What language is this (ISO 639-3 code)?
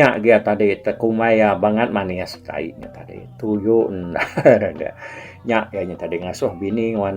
iba